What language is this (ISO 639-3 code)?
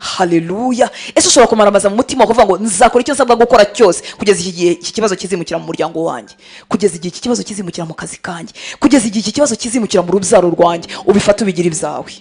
kin